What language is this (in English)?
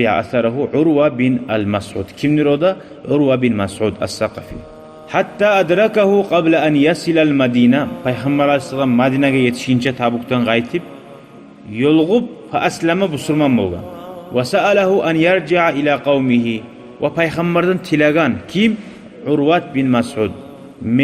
Kumyk